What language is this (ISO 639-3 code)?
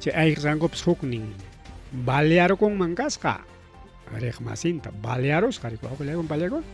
quy